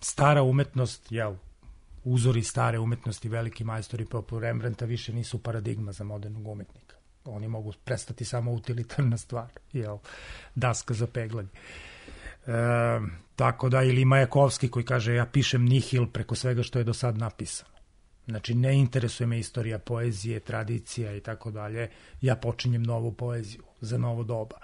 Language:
Serbian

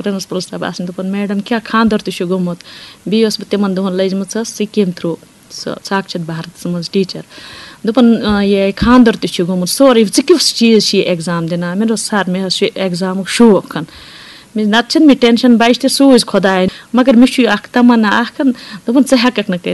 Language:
Kashmiri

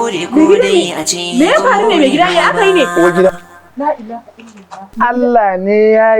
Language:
Hausa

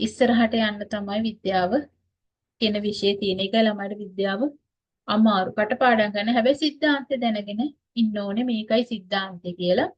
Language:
Sinhala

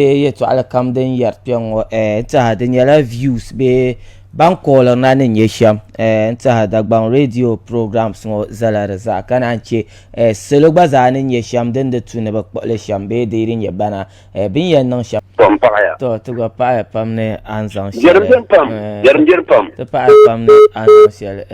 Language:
Dagbani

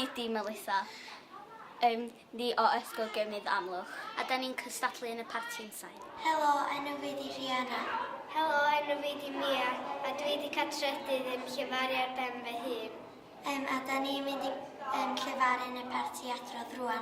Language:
Welsh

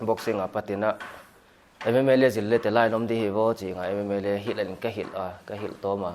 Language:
Paite Chin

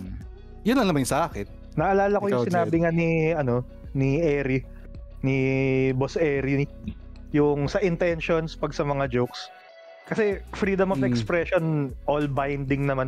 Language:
Filipino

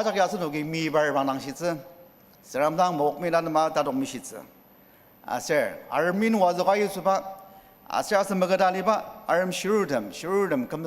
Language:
Ao Naga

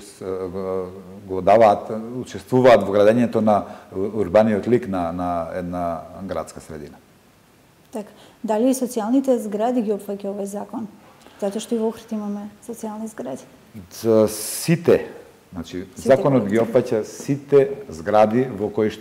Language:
Macedonian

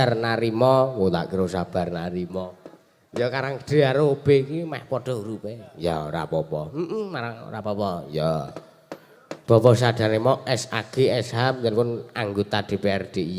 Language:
Javanese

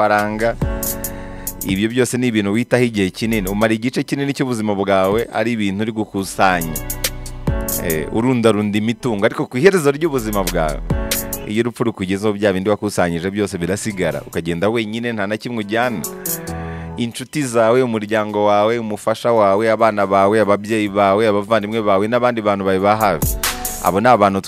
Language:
Kinyarwanda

